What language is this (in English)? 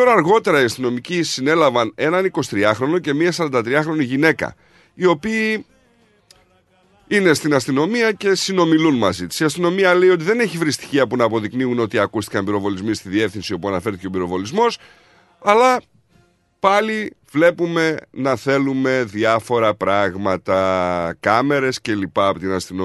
Greek